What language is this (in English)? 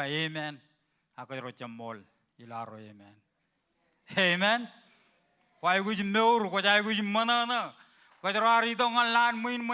Marshallese